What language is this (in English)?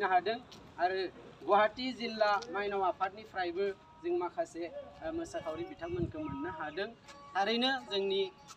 Bodo